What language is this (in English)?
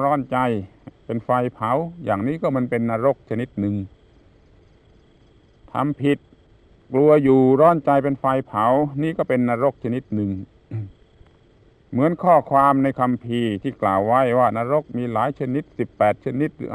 Thai